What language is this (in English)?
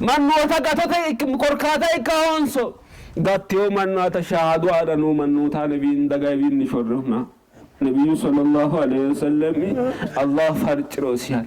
Sidamo